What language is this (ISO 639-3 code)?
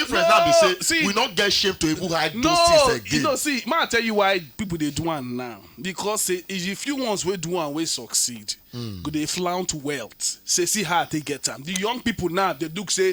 pcm